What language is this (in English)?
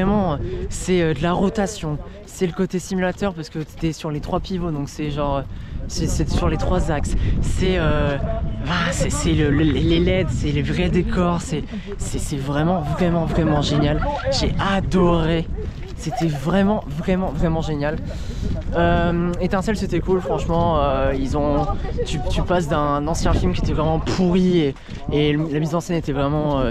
French